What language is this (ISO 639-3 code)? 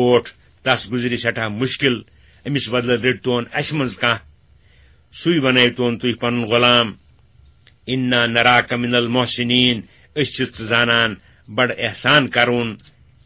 kas